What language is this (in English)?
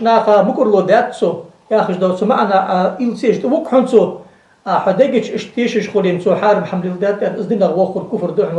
Ingush